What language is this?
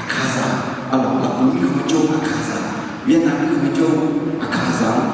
Akha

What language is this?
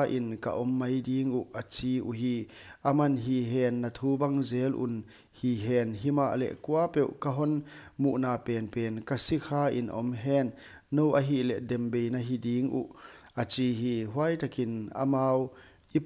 Paite Chin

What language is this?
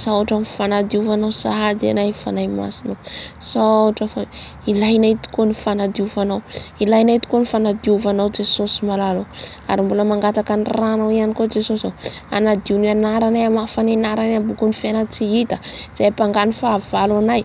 Malagasy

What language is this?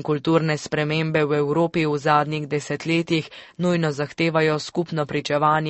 Slovenian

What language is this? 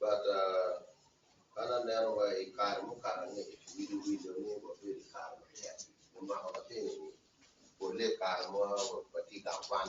Acoli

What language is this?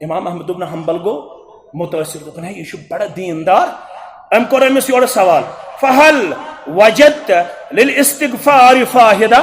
Kashmiri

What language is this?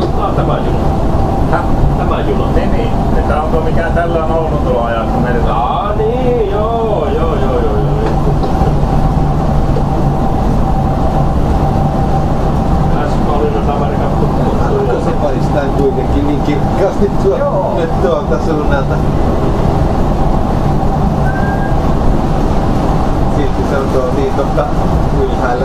Finnish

